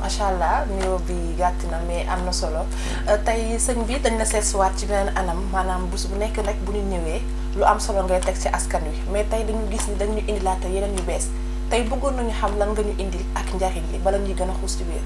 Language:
Wolof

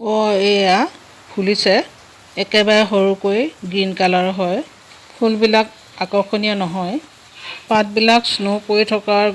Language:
Assamese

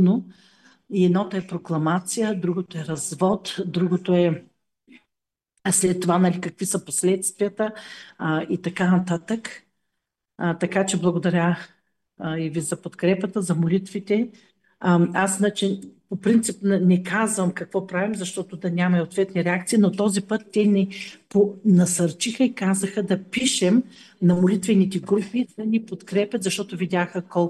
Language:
Bulgarian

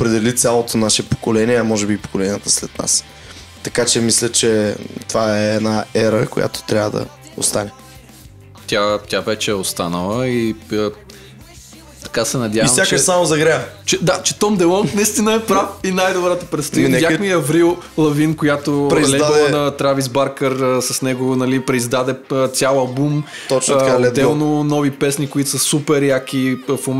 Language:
Bulgarian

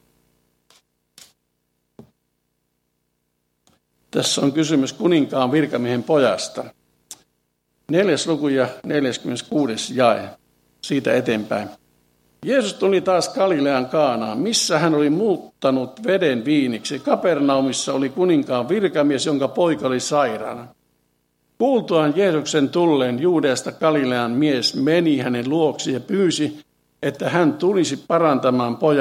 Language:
Finnish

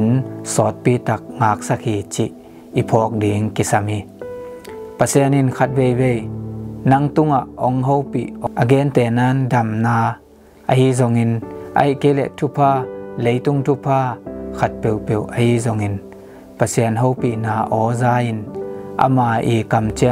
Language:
Tedim Chin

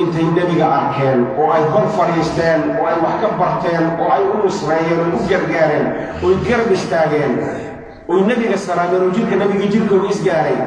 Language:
Somali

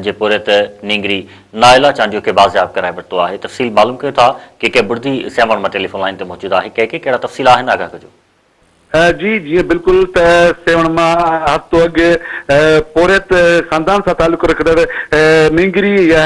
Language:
Sindhi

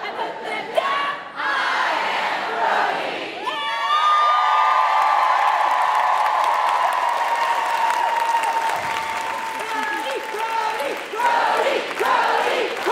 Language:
English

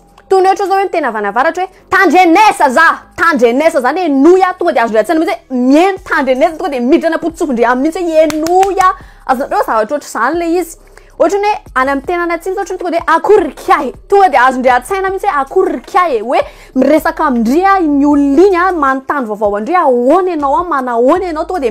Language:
Malagasy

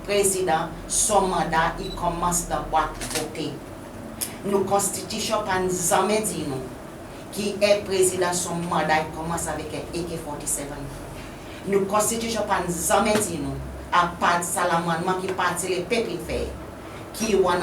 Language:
Seselwa Creole French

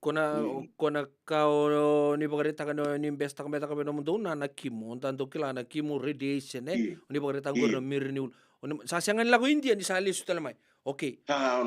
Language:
Fijian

